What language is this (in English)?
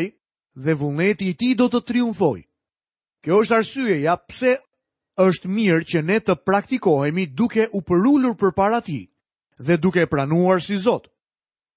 Albanian